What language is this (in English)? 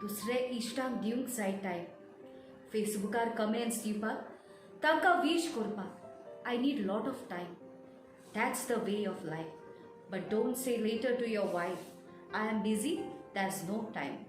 Konkani